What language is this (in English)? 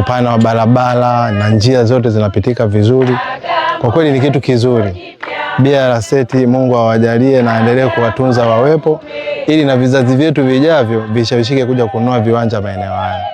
Swahili